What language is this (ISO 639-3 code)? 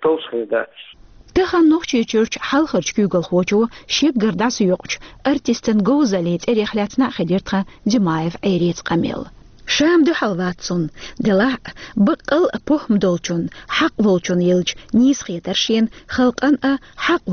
che